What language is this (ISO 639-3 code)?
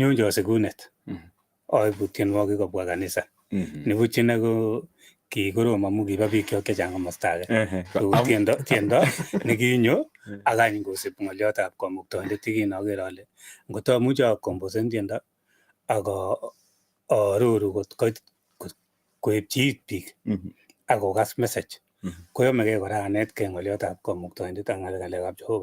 kln